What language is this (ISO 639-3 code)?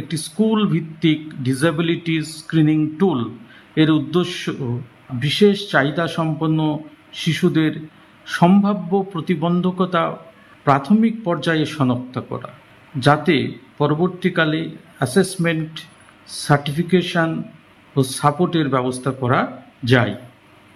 ben